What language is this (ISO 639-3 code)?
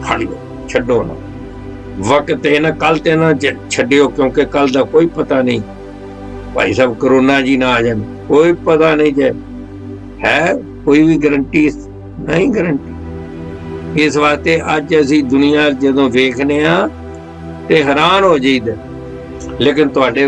pan